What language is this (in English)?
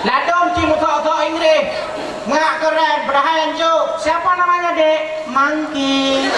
Achinese